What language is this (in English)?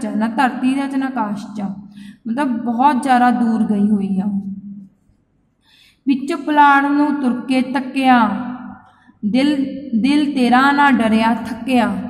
Punjabi